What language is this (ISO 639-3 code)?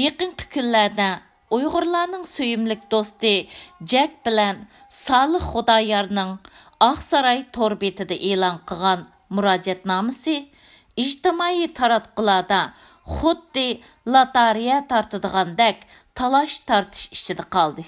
uig